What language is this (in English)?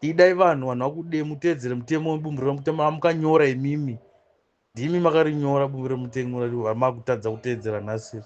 Shona